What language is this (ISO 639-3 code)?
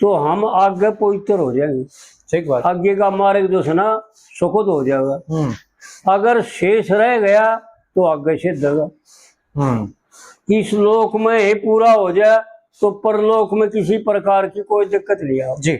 bgc